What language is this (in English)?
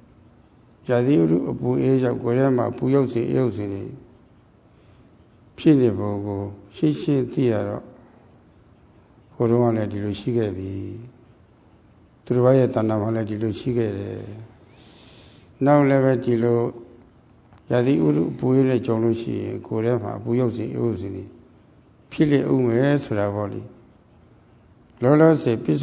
Burmese